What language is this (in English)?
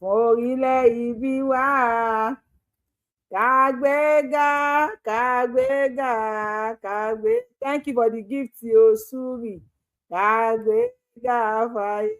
Yoruba